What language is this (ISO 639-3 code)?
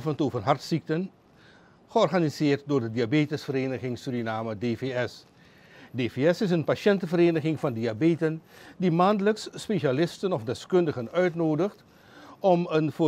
nld